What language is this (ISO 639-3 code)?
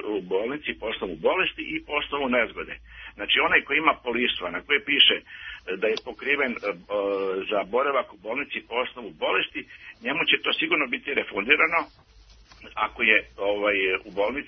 srp